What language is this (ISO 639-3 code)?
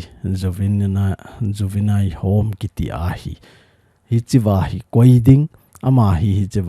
tcz